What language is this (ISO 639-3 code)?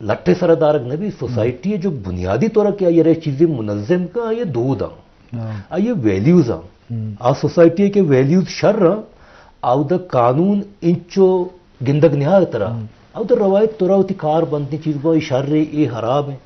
bgp